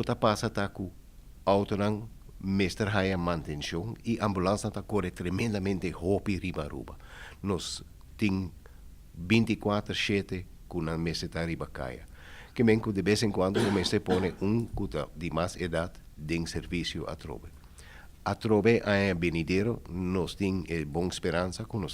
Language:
Papiamento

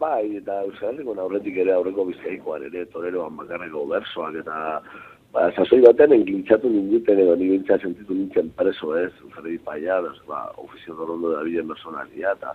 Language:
Basque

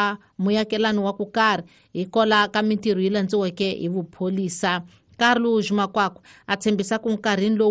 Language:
Tsonga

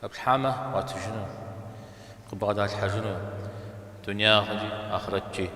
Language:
Kabardian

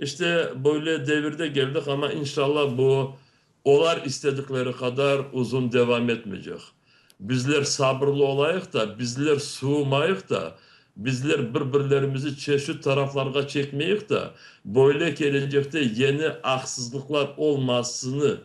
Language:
Crimean Tatar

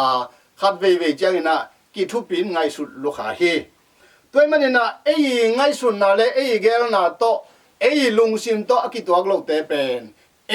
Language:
Tedim Chin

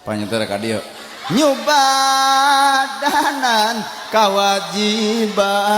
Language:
Sundanese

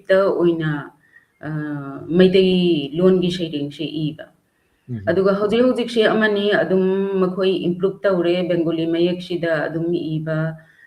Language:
Manipuri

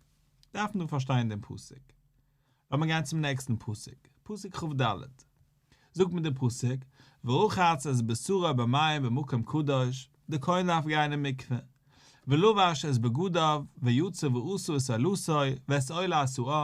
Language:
Yiddish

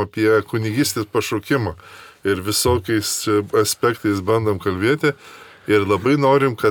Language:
Lithuanian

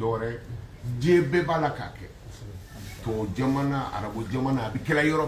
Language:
Bambara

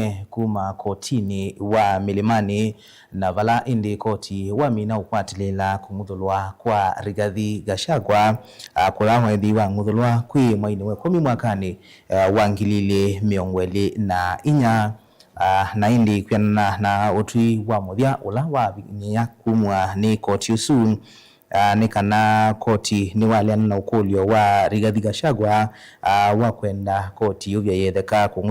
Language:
Kamba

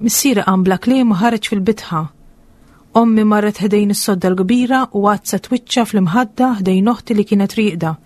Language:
Maltese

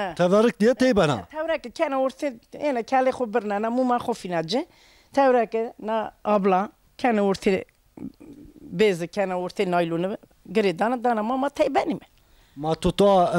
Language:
Zaza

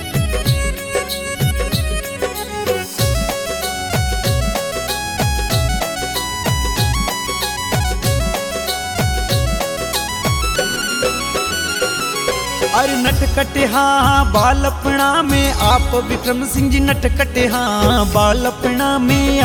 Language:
Bhojpuri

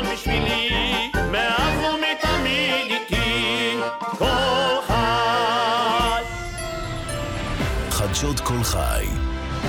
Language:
Hebrew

